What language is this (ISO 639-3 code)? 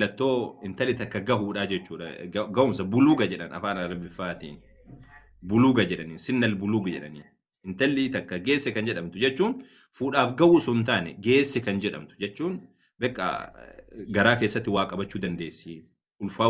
orm